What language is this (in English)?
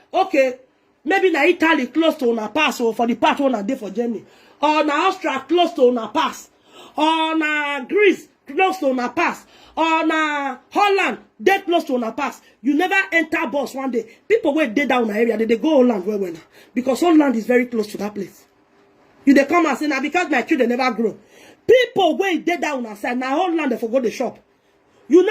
Nigerian Pidgin